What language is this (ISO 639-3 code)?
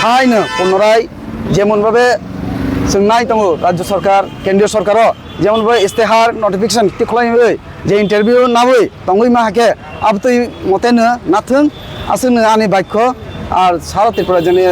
trp